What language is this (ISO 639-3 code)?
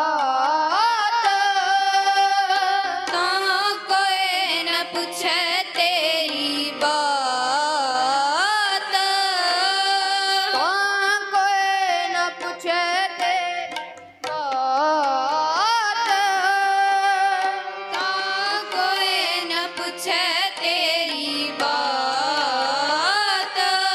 pan